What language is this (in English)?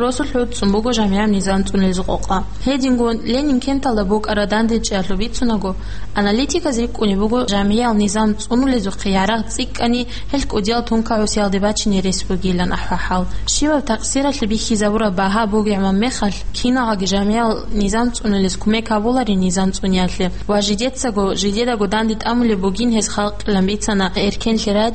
Avaric